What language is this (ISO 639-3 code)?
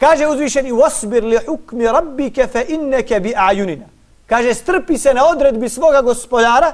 bos